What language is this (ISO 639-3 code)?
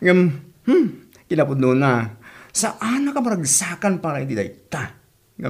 ilo